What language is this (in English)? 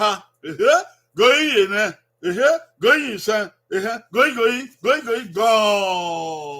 Bini